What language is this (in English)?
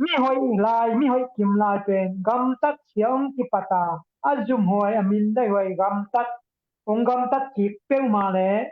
Tedim Chin